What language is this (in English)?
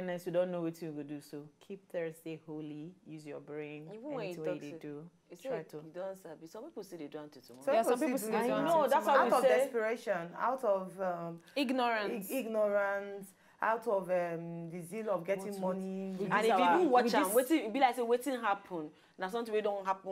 Nigerian Pidgin